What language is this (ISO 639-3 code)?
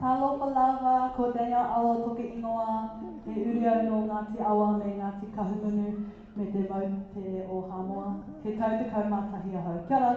mri